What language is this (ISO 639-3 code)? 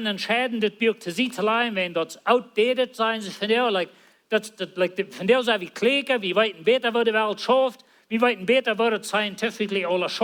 pdt